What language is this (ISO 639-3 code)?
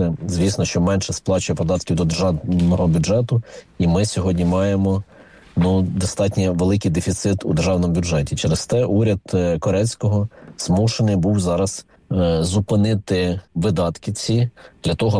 ukr